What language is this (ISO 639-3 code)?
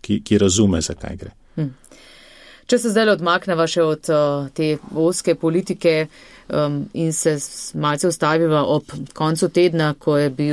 slv